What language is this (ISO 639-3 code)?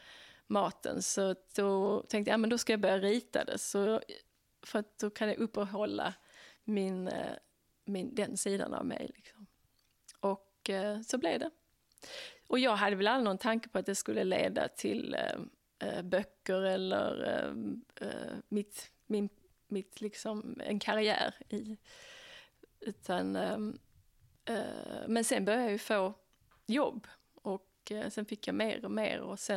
swe